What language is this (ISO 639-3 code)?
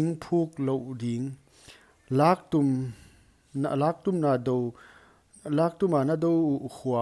pck